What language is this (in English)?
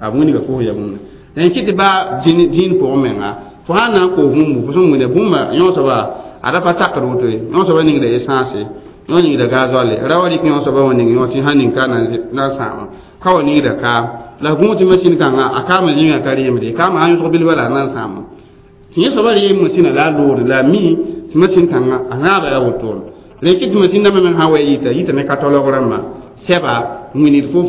Mossi